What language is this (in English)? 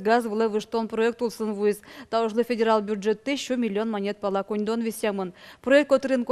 Udmurt